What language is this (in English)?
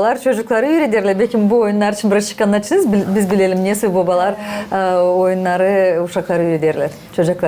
Gagauz